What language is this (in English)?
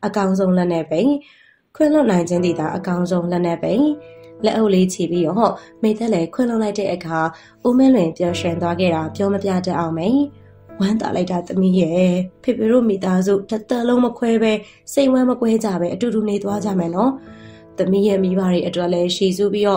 Burmese